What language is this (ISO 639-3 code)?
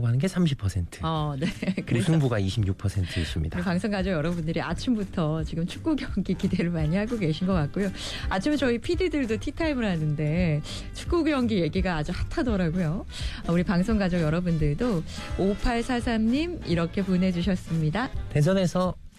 kor